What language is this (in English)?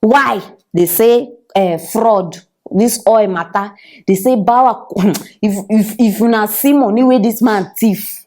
Nigerian Pidgin